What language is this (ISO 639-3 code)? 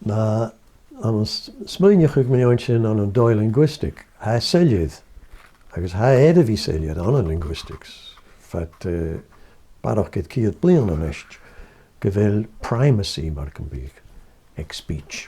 gla